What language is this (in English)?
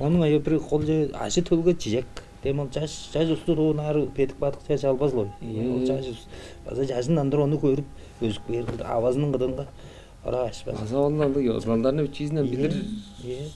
Tuvinian